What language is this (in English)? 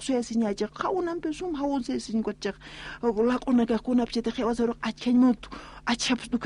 Aymara